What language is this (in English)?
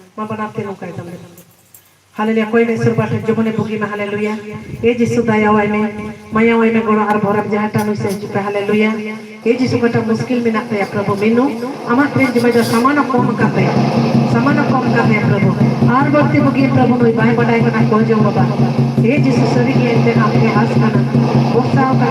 Santali